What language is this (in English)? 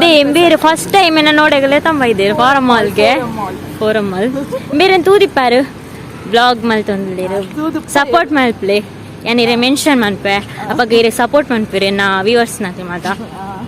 Tulu